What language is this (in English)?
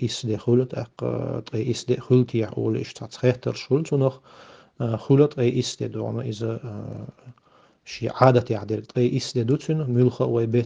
Chechen